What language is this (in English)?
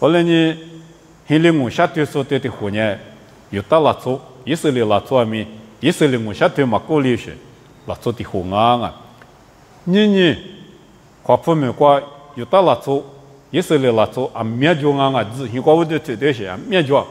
Lisu